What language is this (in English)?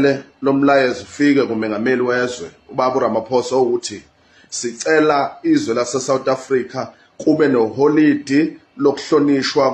Zulu